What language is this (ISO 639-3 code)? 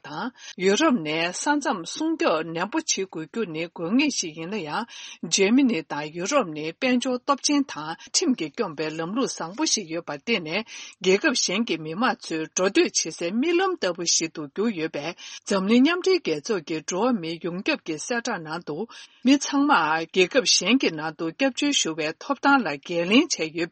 bod